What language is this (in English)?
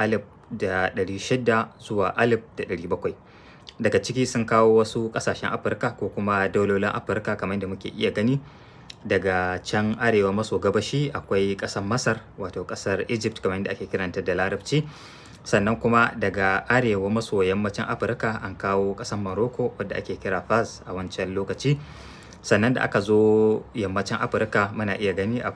Hausa